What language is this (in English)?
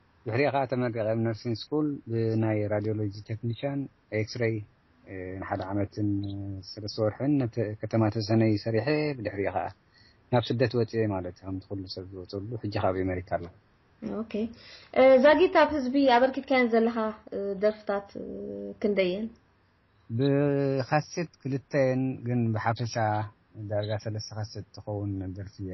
Tigrinya